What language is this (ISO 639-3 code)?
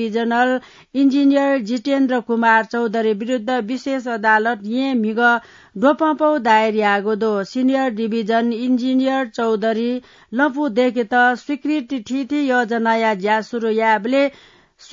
new